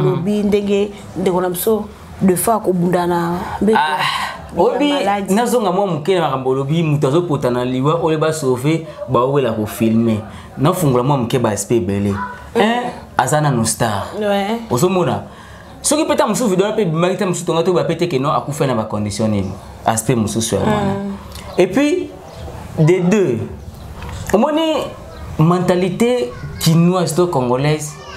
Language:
Lingala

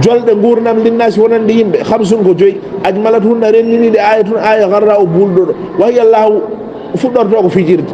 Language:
Fula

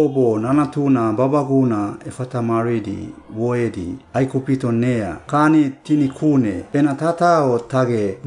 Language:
Suau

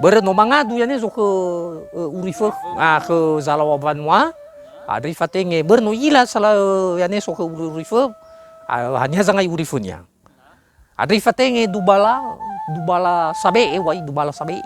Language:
Nias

